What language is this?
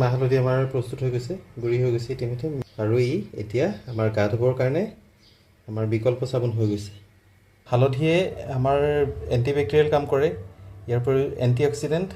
Assamese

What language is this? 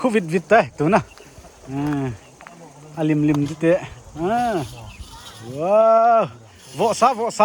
Paite Chin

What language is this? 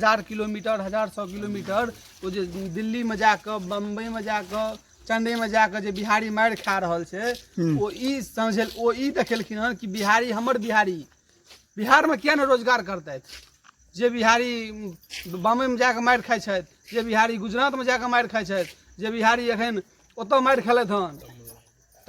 Maithili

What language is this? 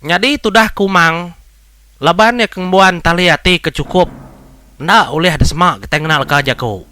Iban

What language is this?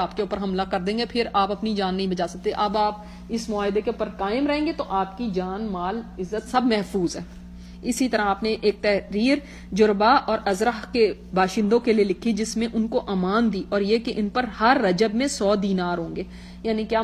Urdu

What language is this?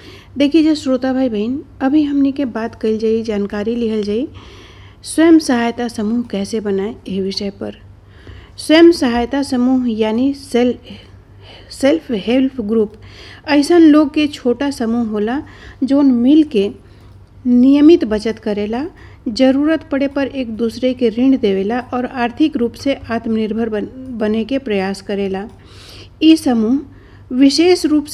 Bhojpuri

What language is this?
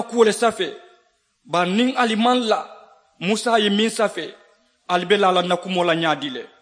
Mandingo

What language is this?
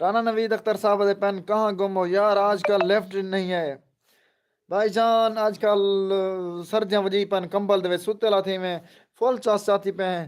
Saraiki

